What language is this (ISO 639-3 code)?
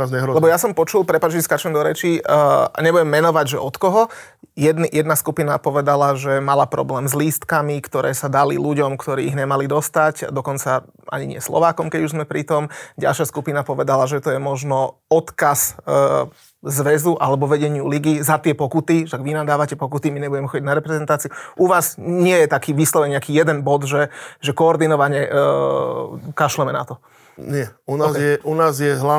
slk